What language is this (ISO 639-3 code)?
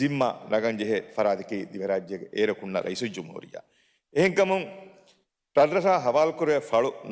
div